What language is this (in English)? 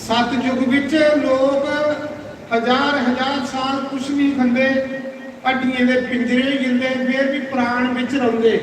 Dogri